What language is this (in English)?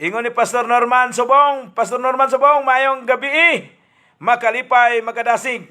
Cebuano